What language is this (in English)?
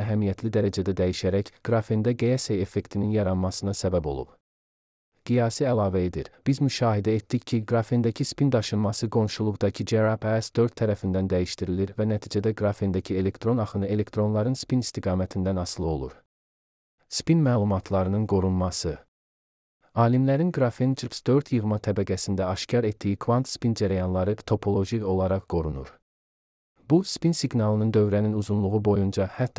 Azerbaijani